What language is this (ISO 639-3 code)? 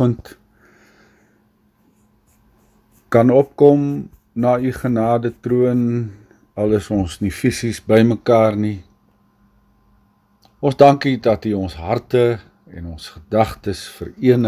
afr